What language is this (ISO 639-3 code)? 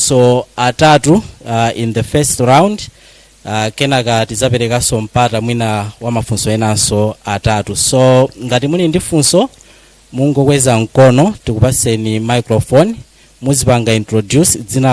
nya